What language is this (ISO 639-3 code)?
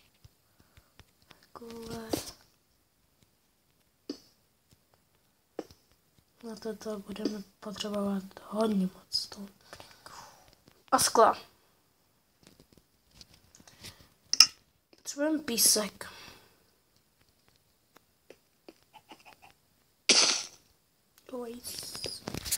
ces